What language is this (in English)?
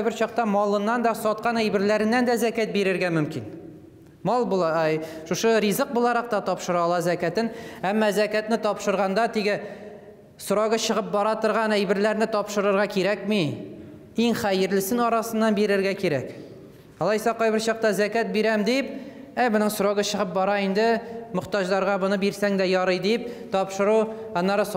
Tatar